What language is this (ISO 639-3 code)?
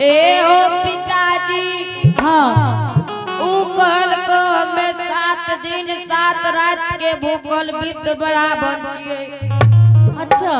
anp